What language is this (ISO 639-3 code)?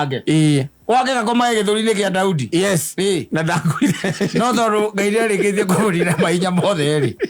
kik